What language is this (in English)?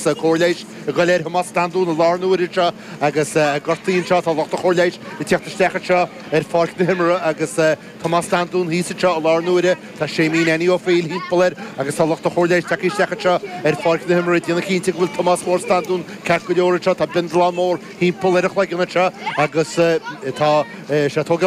Irish